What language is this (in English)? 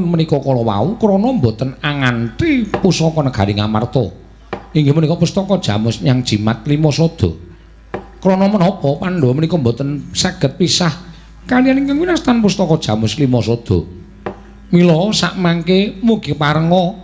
Javanese